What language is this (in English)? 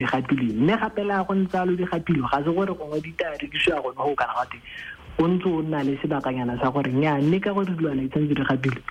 Tswana